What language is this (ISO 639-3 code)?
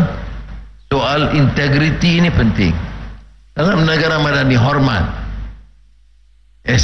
msa